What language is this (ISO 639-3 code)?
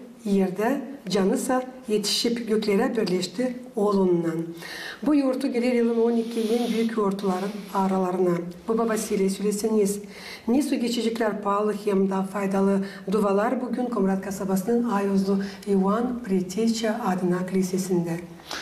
gag